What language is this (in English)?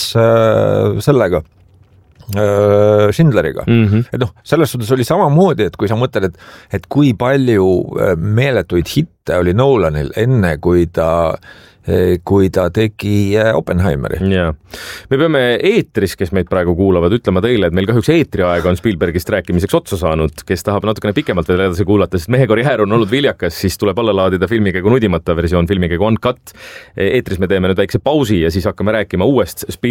Estonian